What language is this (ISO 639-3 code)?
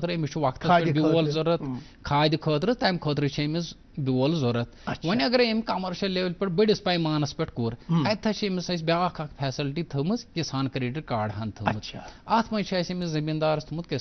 kas